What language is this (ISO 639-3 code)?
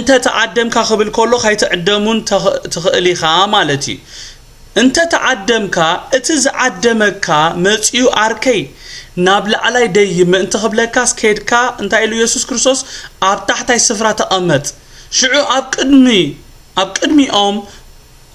tir